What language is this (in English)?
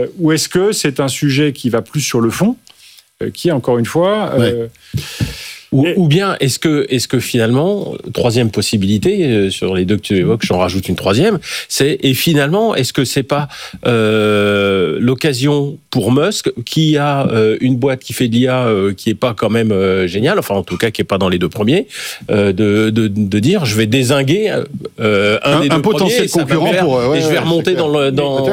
French